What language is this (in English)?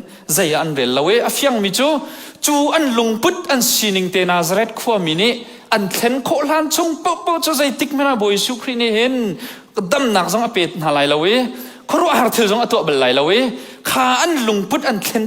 Hakha Chin